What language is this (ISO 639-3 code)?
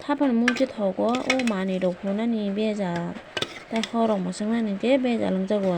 trp